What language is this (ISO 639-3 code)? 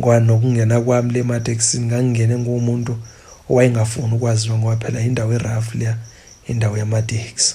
zul